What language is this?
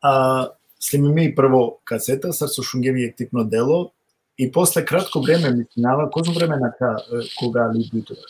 Balkan Romani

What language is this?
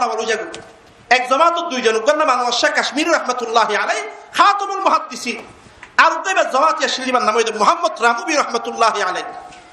Rohingya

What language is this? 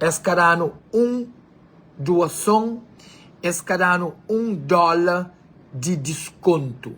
Kabuverdianu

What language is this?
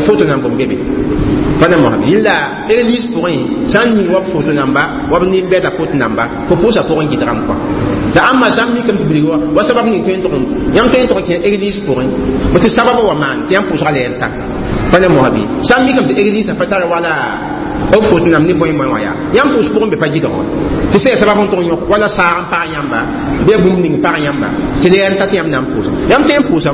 Mossi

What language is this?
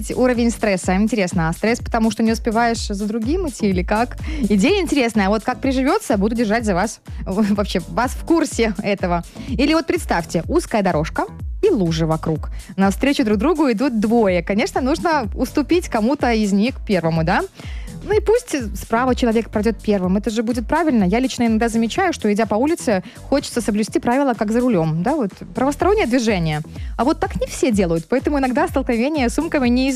Russian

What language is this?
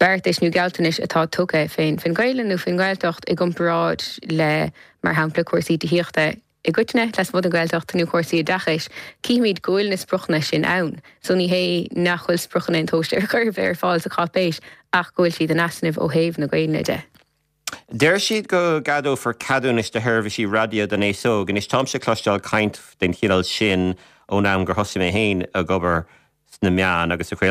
Irish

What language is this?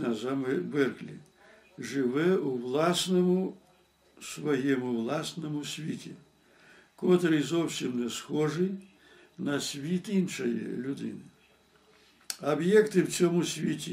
Ukrainian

